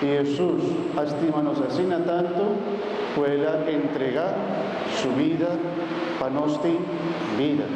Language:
Papiamento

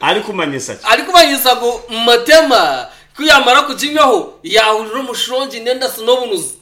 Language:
Nyankole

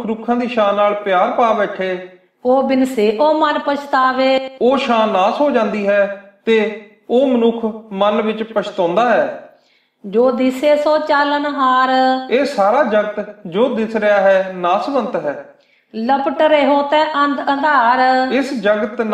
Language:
Punjabi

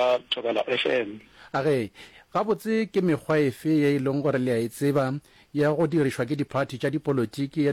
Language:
Northern Sotho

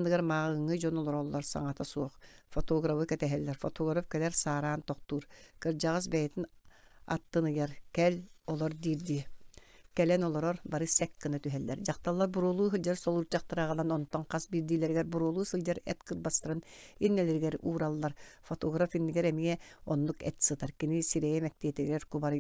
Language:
Yakut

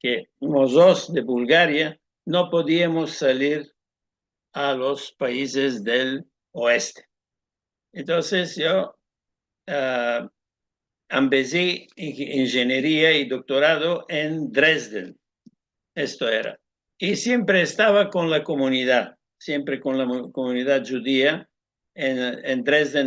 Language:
Ladino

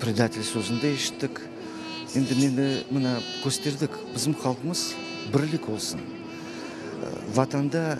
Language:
Crimean Tatar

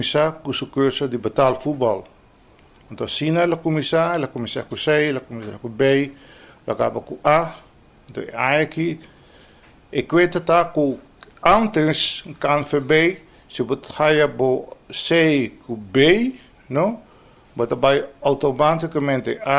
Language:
Papiamento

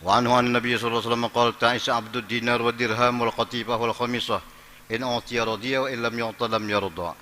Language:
Banjar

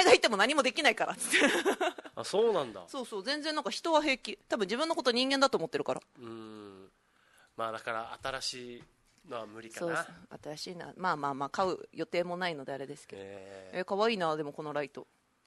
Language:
Japanese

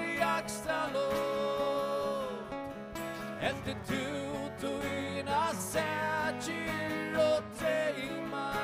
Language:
Faroese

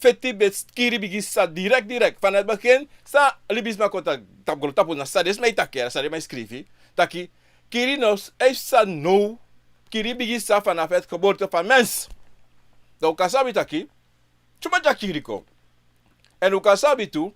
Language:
Sranan Tongo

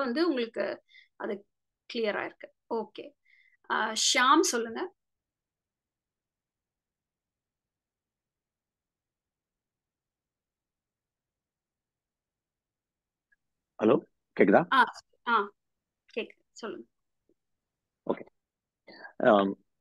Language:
Tamil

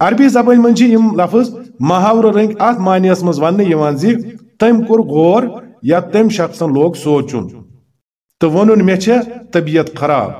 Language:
Kashmiri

